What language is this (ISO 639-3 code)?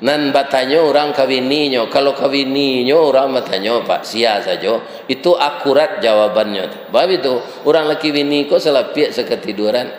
min